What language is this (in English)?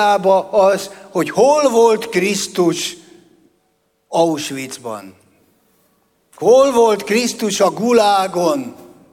Hungarian